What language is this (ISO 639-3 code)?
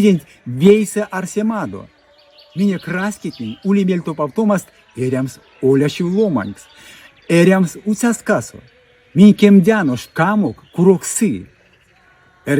myv